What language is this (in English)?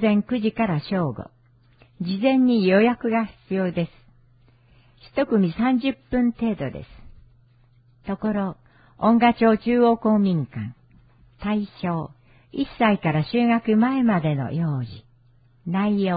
Japanese